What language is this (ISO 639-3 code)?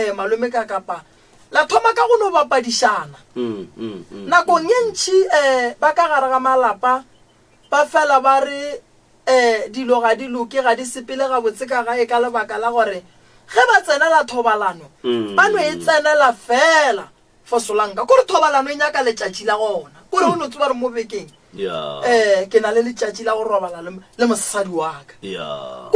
nso